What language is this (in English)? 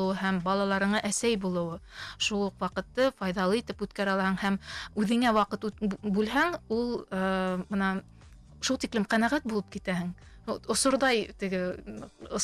Bashkir